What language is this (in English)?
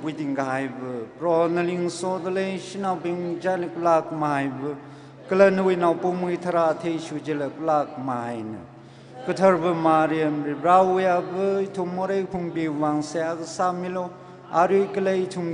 Tangkhul Naga (India)